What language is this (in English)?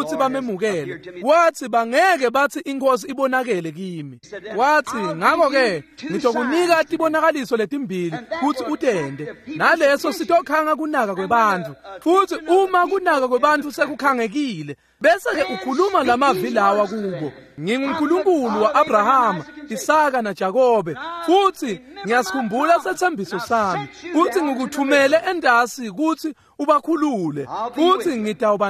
Swati